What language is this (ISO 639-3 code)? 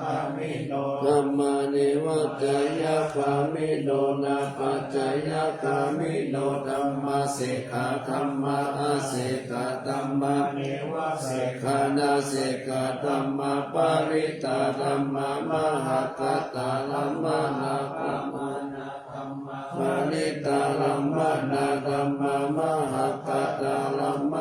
pli